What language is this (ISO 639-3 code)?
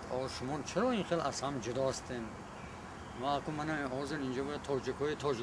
tgk